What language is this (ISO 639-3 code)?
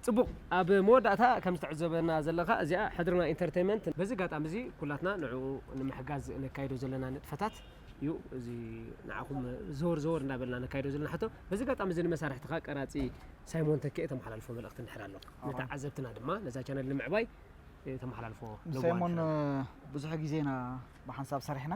tir